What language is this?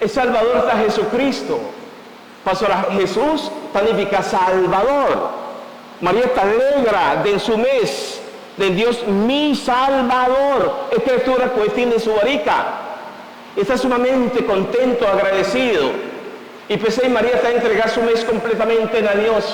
Papiamento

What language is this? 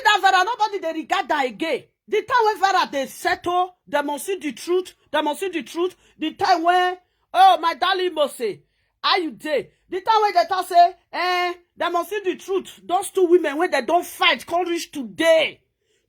Nigerian Pidgin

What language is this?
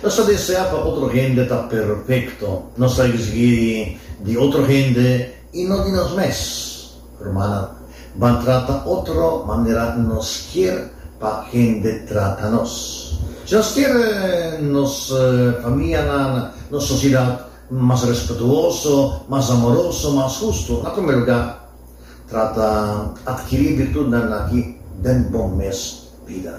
Papiamento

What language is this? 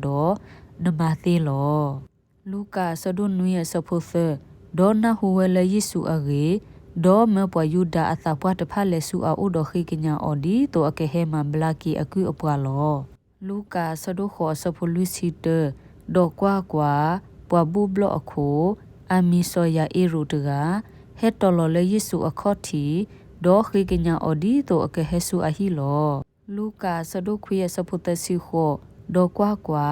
S'gaw Karen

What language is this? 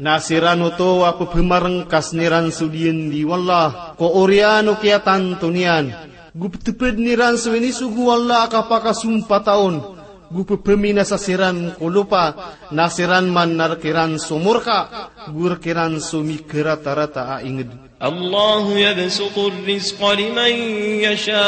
Maranao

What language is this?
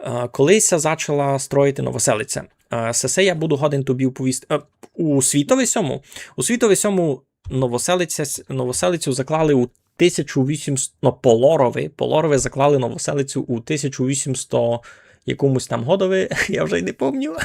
Rusyn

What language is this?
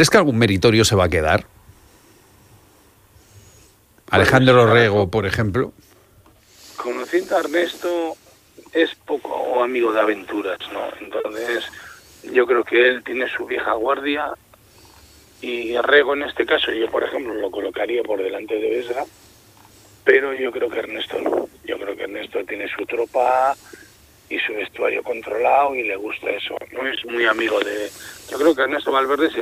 Spanish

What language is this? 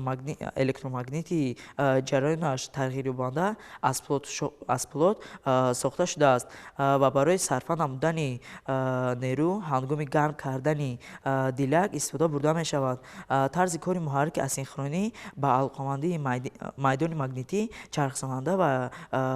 Tajik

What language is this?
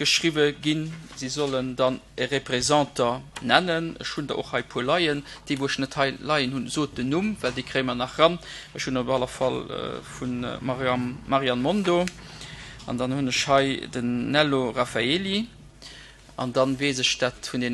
Luxembourgish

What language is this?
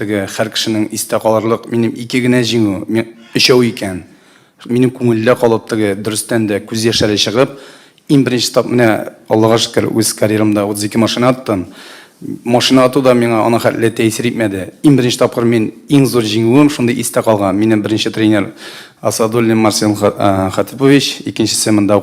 Tatar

